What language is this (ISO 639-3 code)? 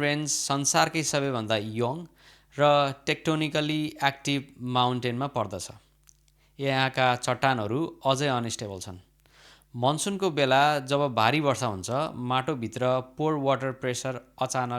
nep